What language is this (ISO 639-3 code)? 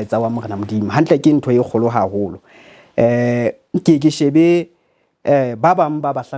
sot